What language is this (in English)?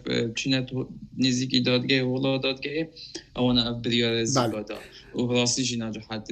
Kurdish